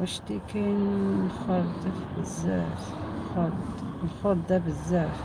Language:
Algerian Arabic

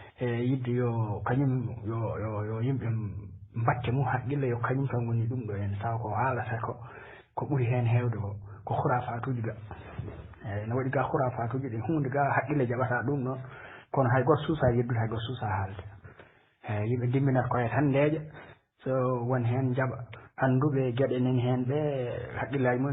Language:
Fula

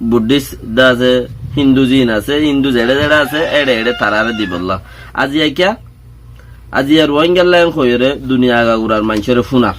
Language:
Rohingya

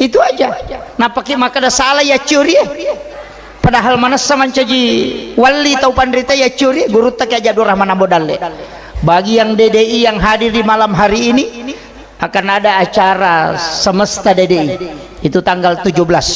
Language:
Buginese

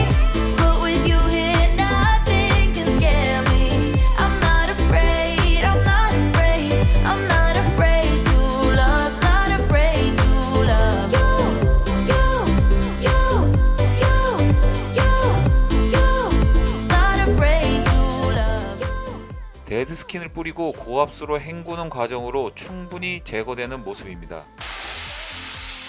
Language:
Korean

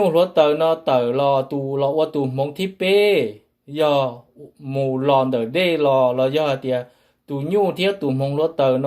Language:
Hmong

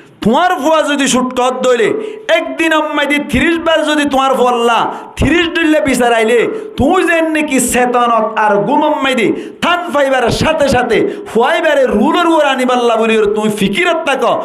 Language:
Rohingya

